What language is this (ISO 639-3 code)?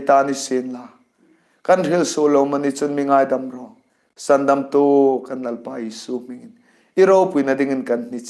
hmr